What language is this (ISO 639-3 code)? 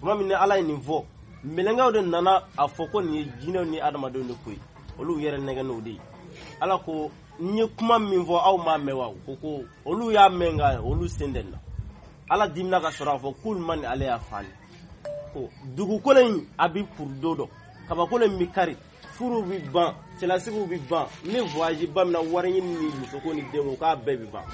bam